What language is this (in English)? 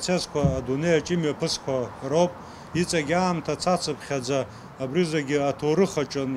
Abkhazian